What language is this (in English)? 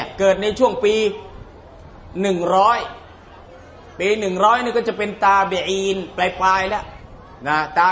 Thai